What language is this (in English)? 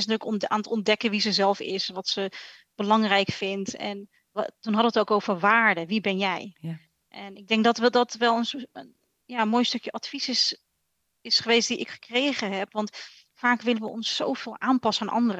Dutch